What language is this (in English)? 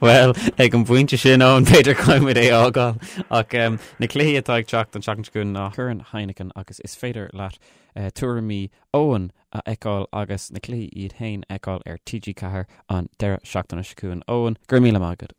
Irish